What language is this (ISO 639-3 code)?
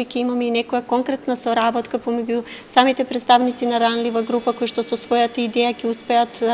mkd